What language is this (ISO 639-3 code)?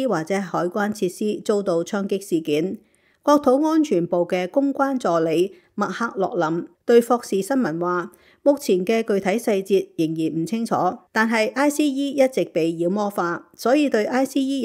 yue